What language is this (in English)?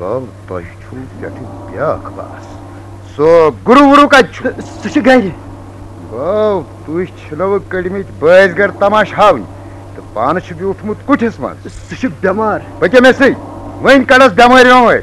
Kashmiri